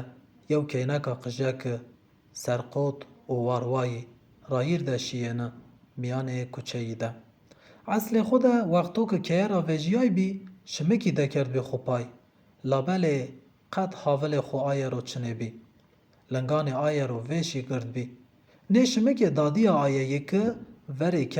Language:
Zaza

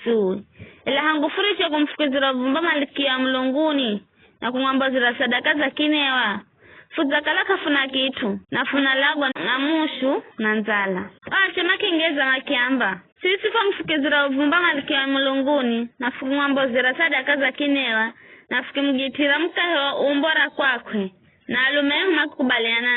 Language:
Giryama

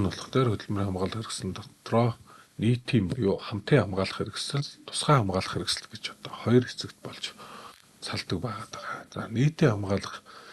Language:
Mongolian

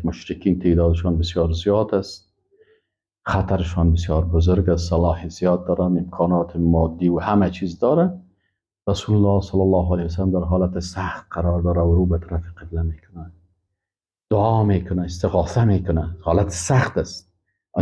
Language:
Persian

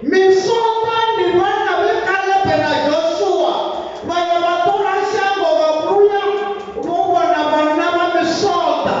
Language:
Venda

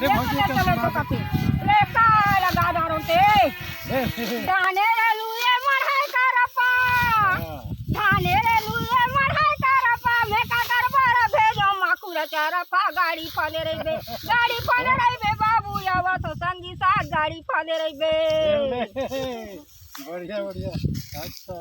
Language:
Chhattisgarhi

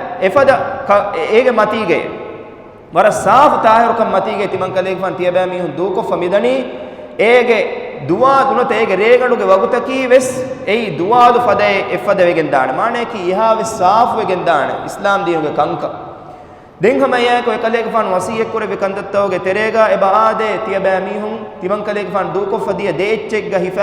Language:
Divehi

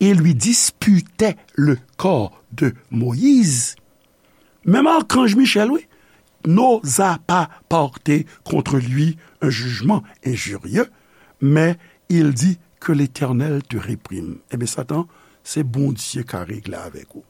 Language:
Haitian Creole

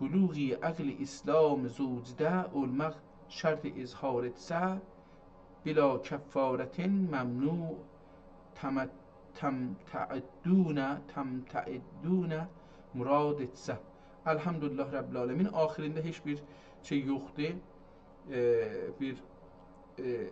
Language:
South Azerbaijani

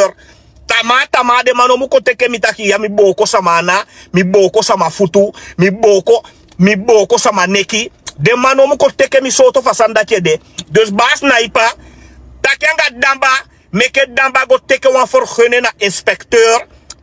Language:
Sranan Tongo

